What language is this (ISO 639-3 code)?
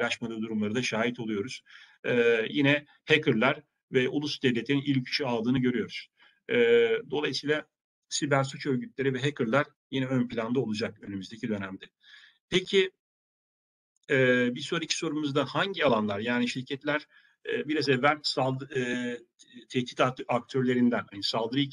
tur